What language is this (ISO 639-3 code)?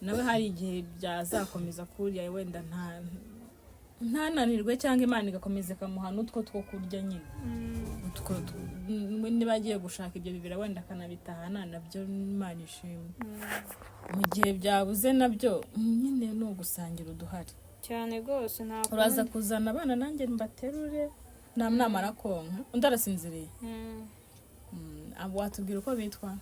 kin